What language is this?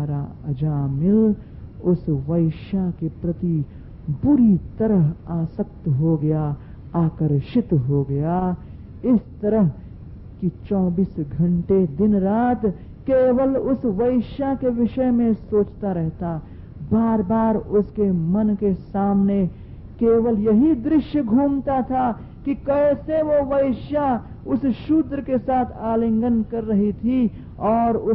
Hindi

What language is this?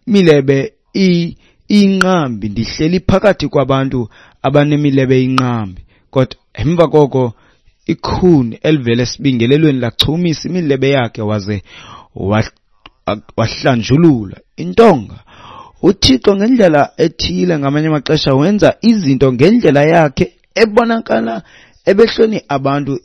Xhosa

